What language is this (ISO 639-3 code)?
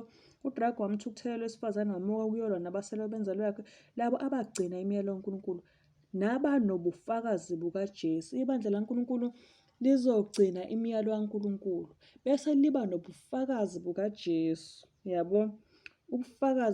zul